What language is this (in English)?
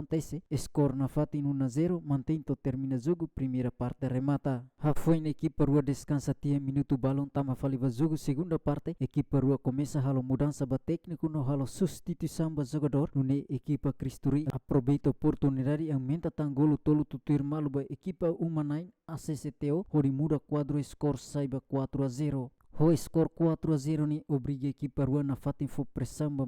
Tetum